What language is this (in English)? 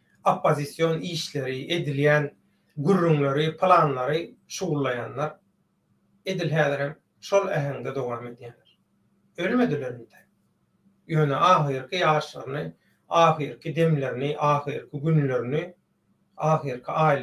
Turkmen